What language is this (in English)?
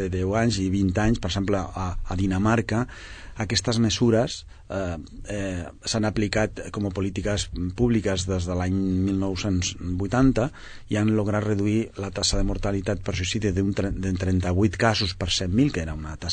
Catalan